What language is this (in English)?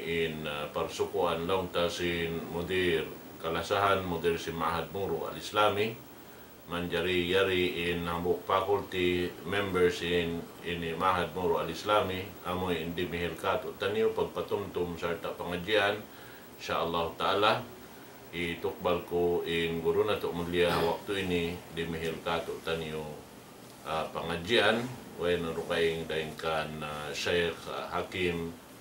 Tausug